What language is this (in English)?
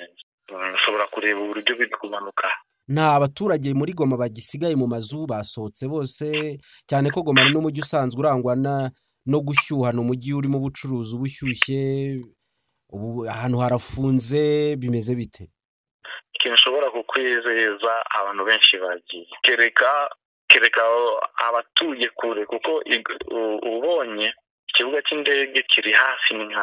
Kinyarwanda